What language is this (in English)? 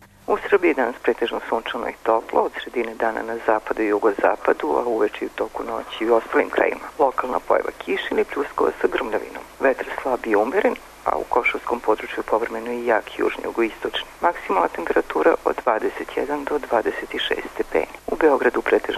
Serbian